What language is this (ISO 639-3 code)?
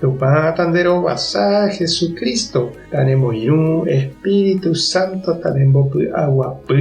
grn